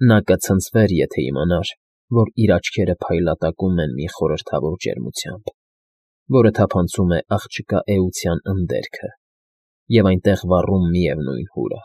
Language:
Armenian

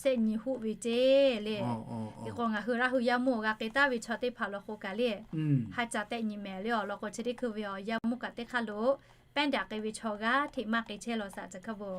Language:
Lahu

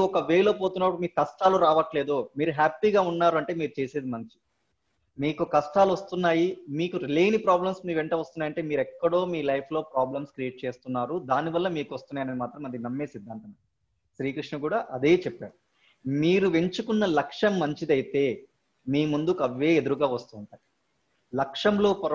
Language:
Telugu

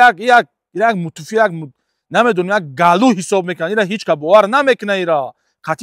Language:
Tajik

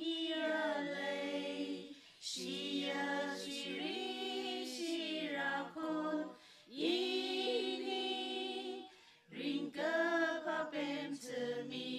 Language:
Tangkhul Naga (India)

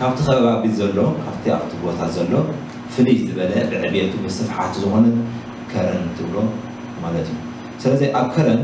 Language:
Tigrinya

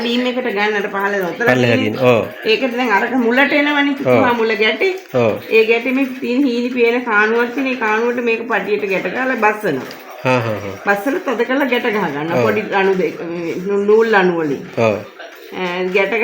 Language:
Sinhala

